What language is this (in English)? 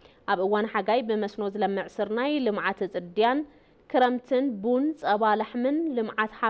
Tigrinya